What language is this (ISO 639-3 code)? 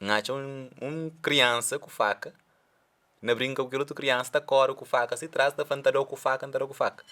kea